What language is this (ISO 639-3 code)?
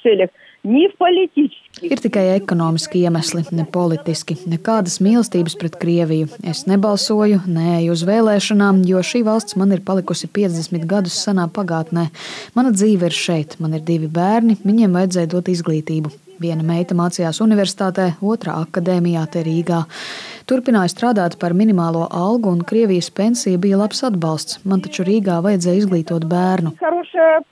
lav